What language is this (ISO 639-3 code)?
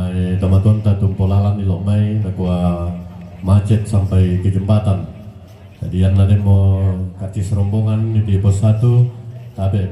sda